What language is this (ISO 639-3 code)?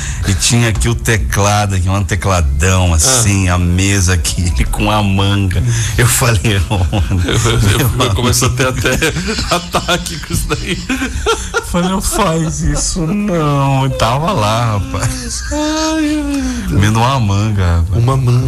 por